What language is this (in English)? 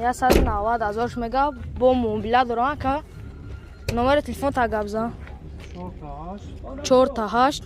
Tajik